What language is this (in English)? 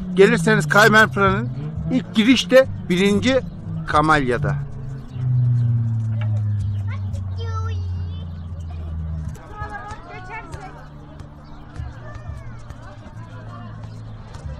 Turkish